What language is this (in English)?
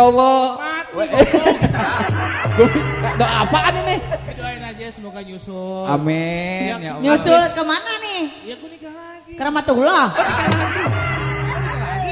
Betawi